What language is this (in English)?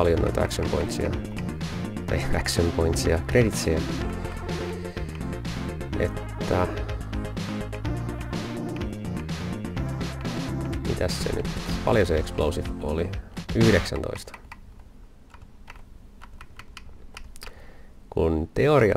Finnish